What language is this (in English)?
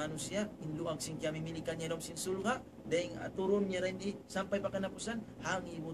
Tausug